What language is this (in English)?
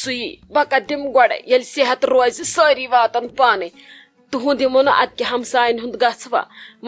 Kashmiri